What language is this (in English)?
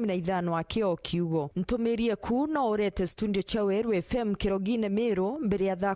Meru